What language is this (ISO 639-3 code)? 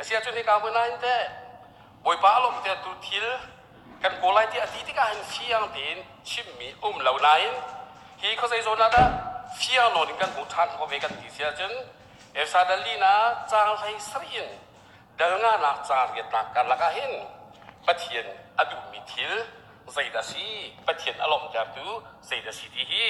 cnh